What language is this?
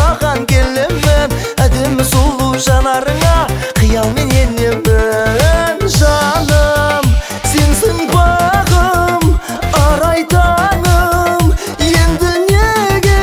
Kazakh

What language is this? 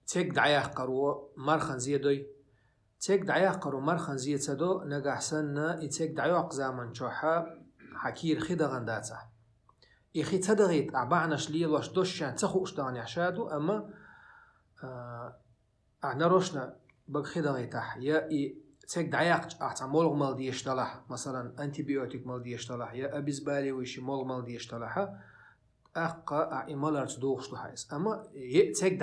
Chechen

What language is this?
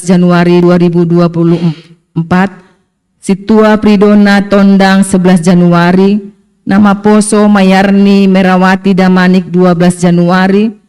Batak Simalungun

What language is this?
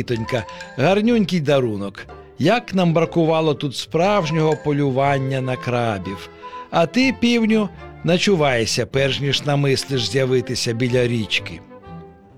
Ukrainian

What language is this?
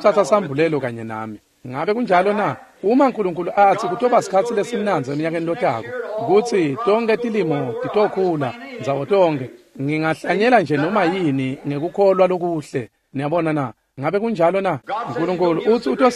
Swati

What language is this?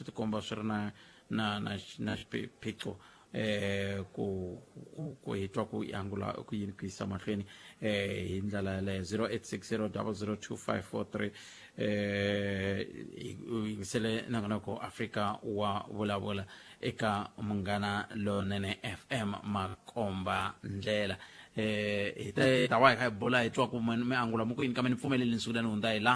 Tsonga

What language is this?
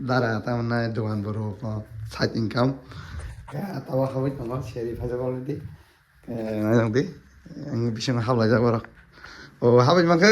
Kok Borok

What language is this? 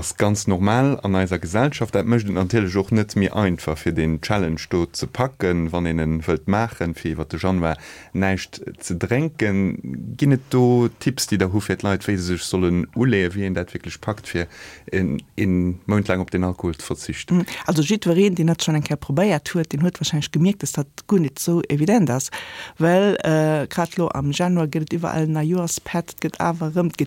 Luxembourgish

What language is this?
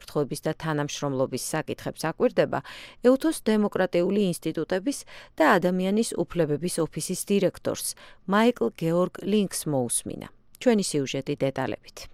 Georgian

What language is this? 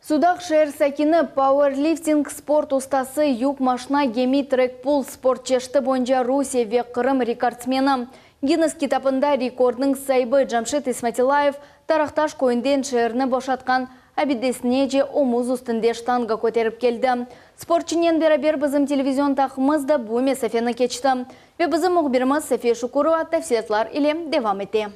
Crimean Tatar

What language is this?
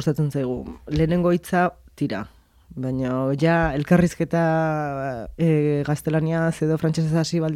Basque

